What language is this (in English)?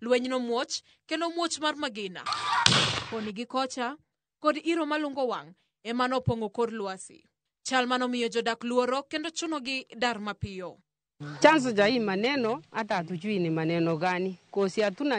Luo (Kenya and Tanzania)